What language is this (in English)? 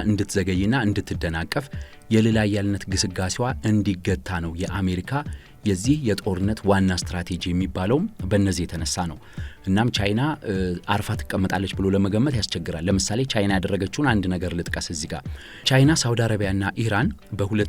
Amharic